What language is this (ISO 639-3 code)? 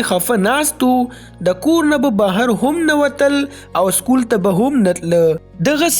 pus